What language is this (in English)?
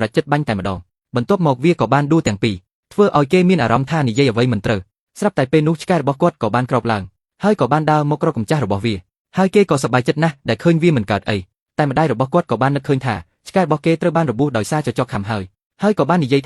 Khmer